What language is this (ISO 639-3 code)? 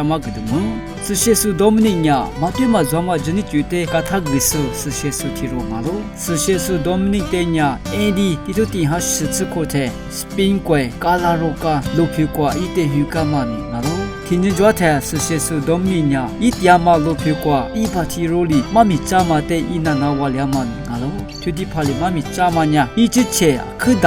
lis